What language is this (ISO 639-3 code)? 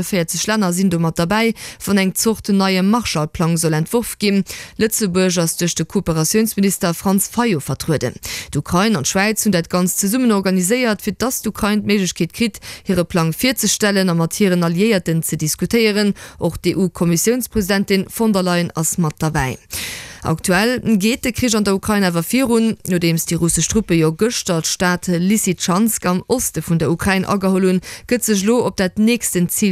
ltz